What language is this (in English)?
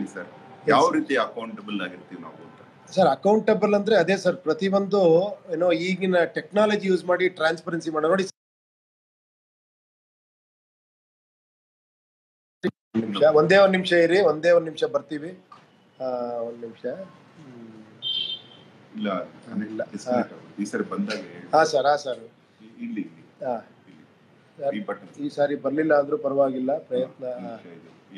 Kannada